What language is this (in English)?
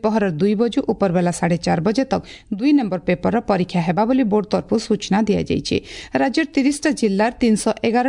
Odia